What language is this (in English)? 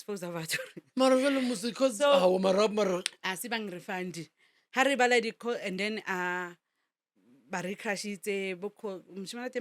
Northern Sotho